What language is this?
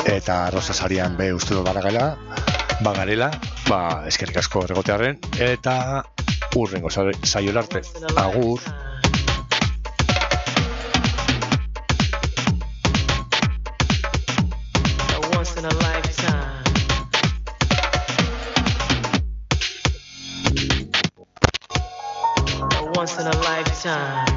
Basque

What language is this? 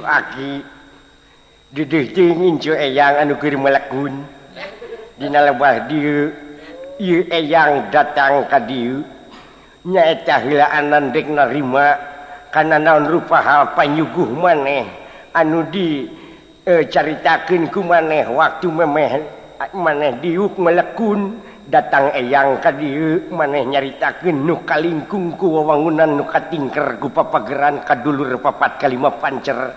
Sundanese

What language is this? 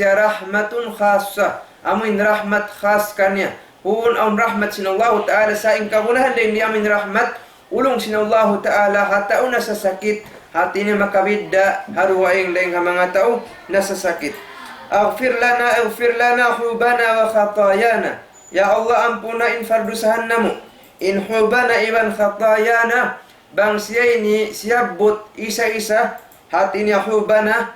Tausug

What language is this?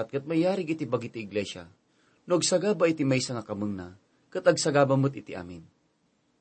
Iloko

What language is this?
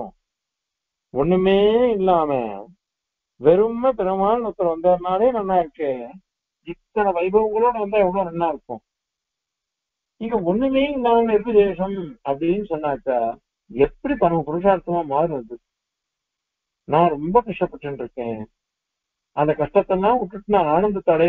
Tamil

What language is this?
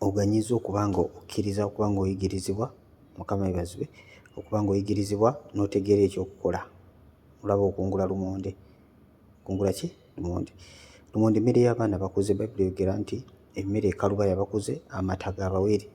Ganda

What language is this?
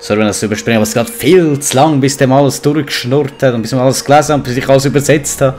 Swiss German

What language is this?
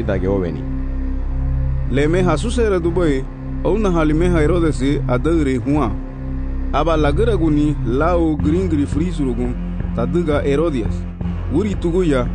Garifuna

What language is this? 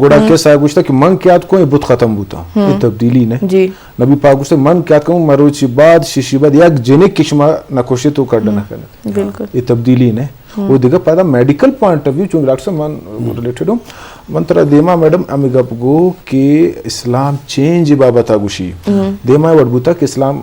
Eastern Balochi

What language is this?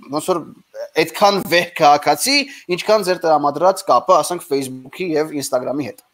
Armenian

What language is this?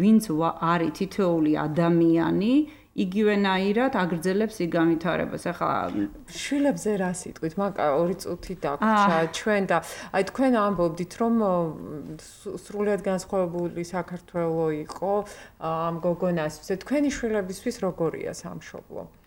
Georgian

